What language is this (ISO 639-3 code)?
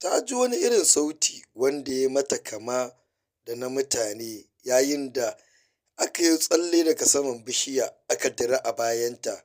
hau